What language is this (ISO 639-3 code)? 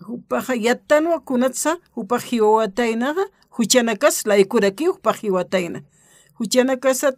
aym